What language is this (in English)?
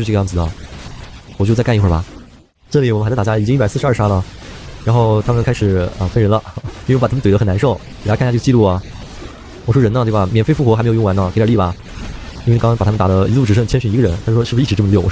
Chinese